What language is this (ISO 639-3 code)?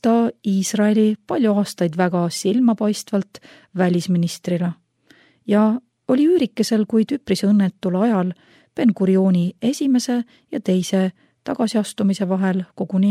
est